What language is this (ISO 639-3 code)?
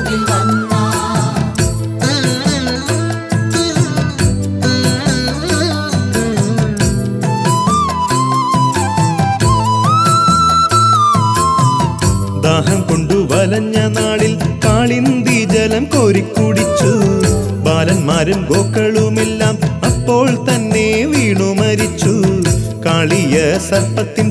mal